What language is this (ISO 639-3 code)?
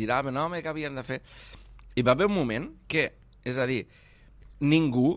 cat